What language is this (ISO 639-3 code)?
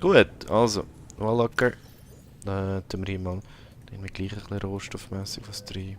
gsw